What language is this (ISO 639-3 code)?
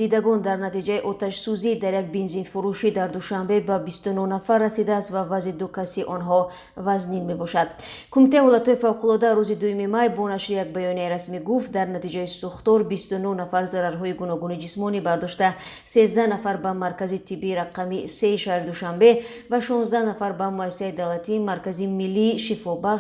tgk